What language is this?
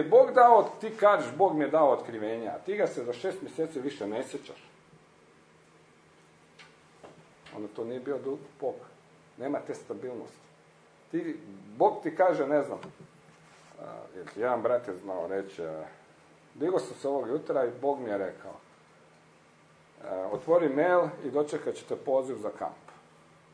Croatian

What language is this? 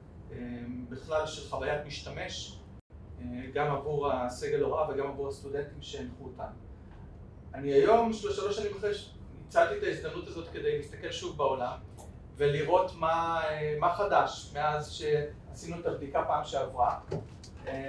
Hebrew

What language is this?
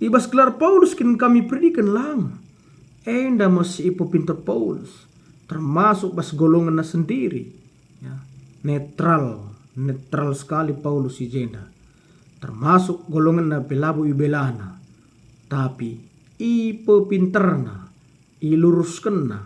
Batak Karo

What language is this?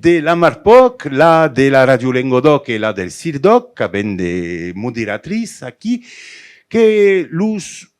Occitan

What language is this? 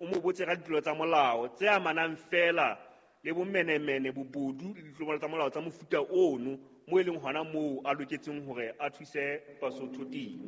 Southern Sotho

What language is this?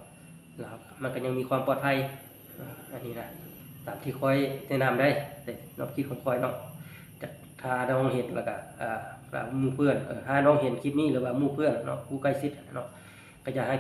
Lao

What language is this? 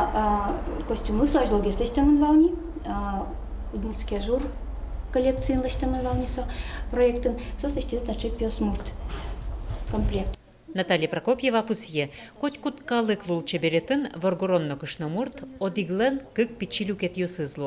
Udmurt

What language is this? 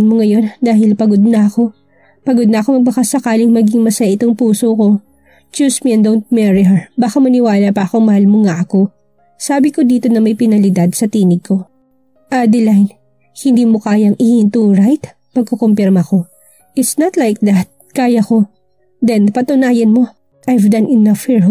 Filipino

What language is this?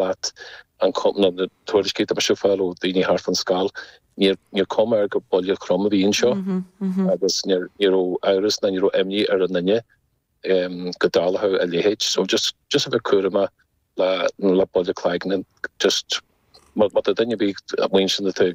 Irish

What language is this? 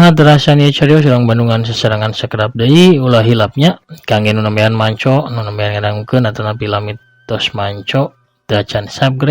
Sundanese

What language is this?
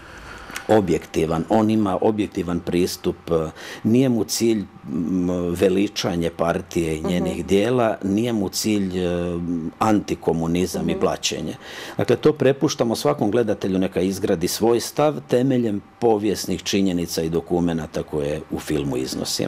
Croatian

